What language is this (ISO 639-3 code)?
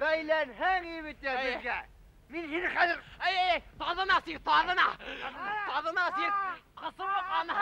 bak